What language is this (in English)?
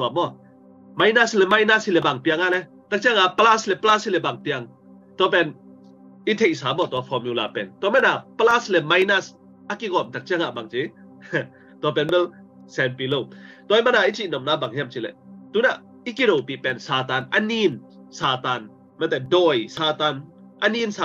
Tedim Chin